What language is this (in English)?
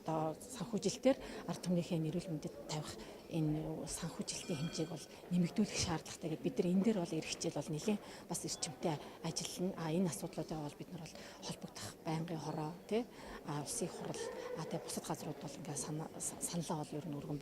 Mongolian